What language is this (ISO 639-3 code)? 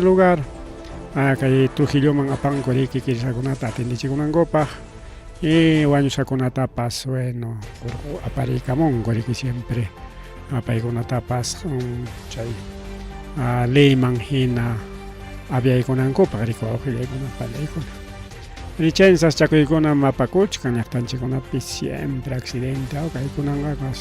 quy